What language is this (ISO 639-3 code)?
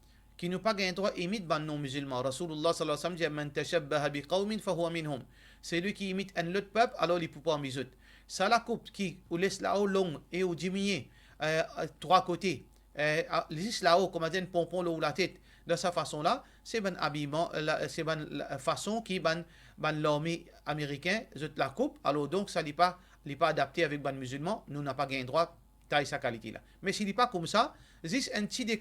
mfe